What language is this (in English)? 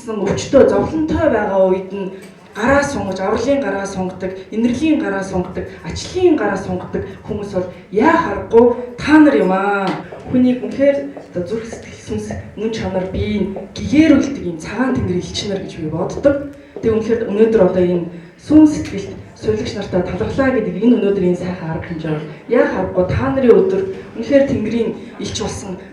Mongolian